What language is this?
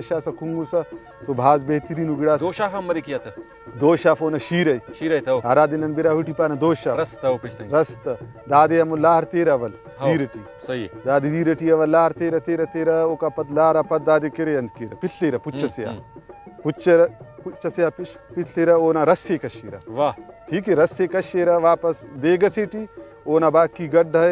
Brahui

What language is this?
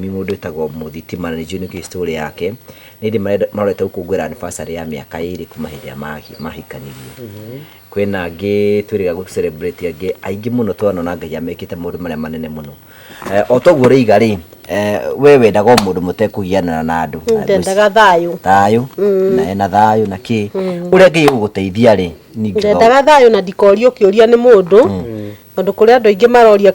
Kikuyu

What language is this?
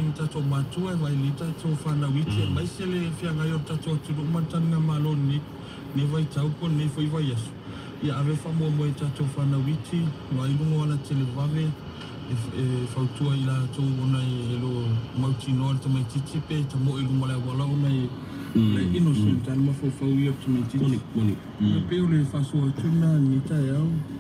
Samoan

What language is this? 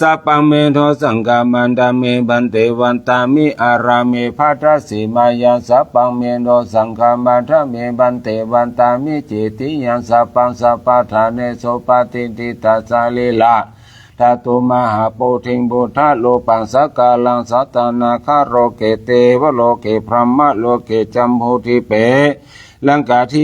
Pali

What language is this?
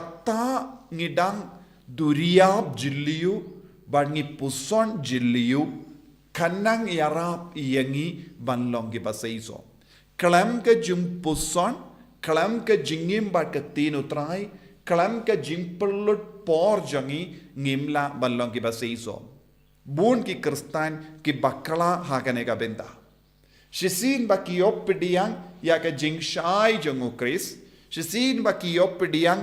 Khasi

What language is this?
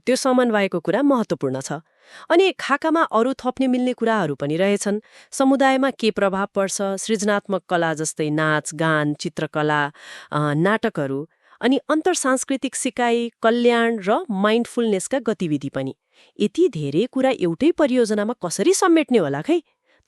Nepali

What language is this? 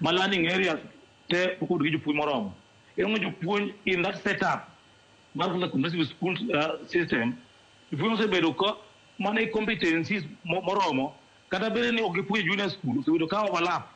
Luo (Kenya and Tanzania)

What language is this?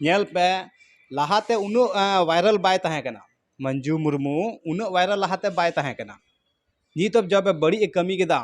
Santali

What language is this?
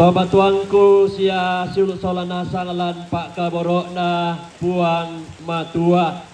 Toraja-Sa'dan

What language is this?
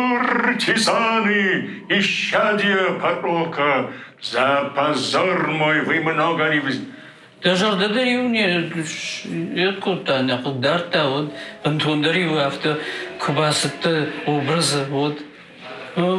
Ossetic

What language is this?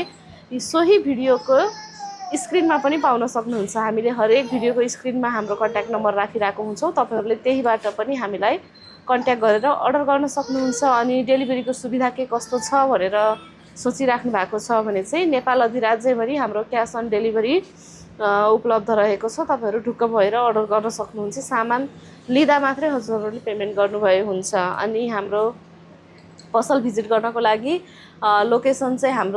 Nepali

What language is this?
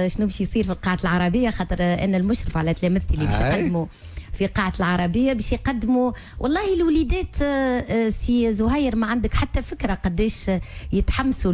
Tunisian Arabic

